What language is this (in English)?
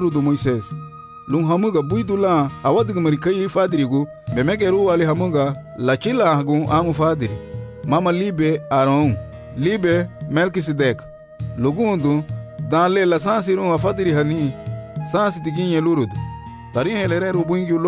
Garifuna